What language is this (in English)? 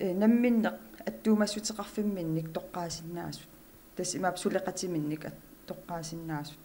Kalaallisut